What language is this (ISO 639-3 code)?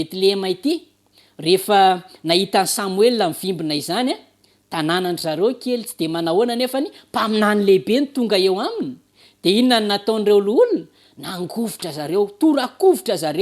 mlg